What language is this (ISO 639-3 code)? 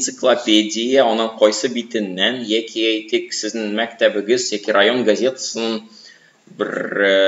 tat